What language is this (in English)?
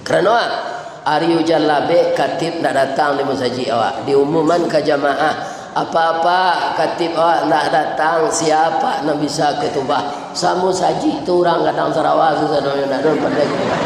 Minangkabau